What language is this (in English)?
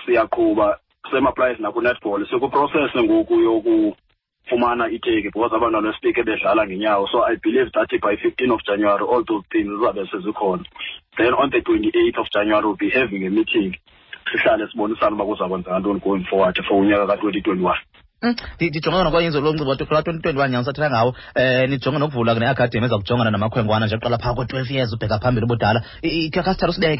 Xhosa